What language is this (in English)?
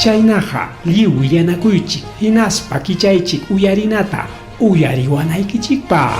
Ayacucho Quechua